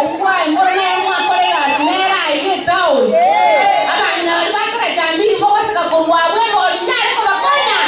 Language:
Gusii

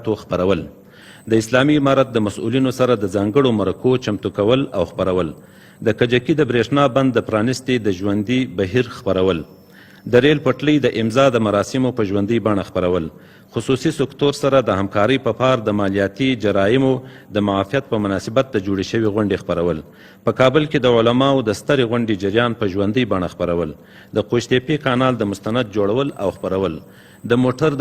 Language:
Pashto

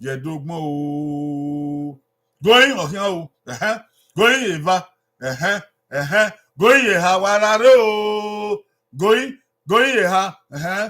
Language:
Bini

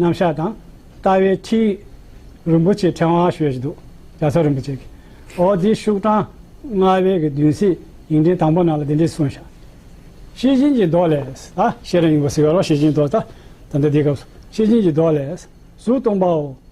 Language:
Tibetan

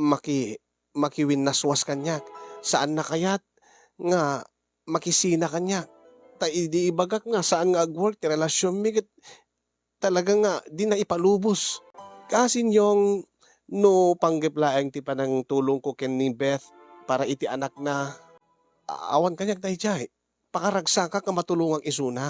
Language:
Iloko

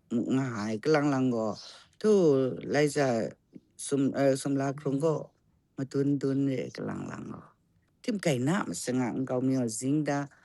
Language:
Kachin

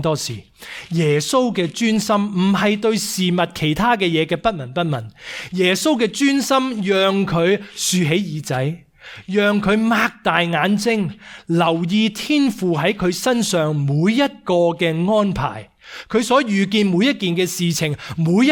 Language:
Cantonese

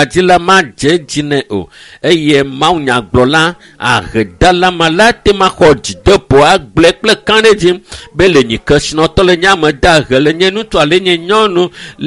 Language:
Ewe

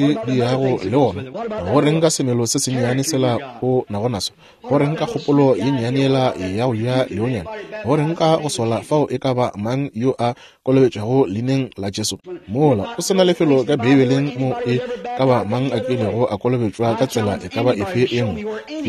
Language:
Northern Sotho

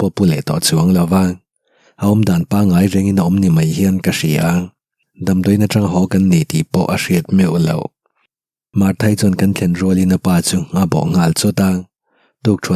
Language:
Mizo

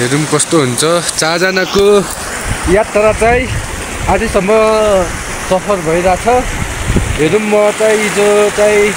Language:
Nepali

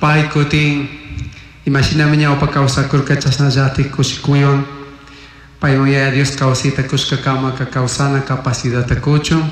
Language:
Chimborazo Highland Quichua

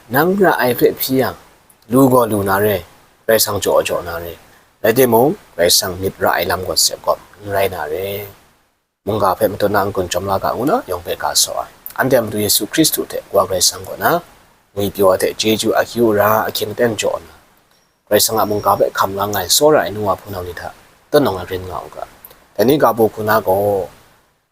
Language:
Kachin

